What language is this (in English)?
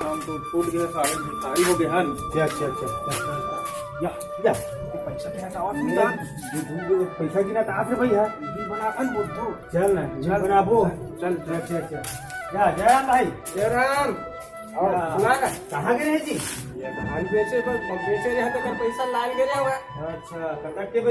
Chhattisgarhi